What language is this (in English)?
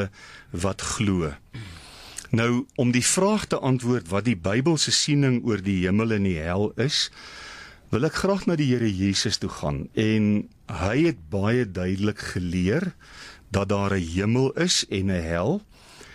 Afrikaans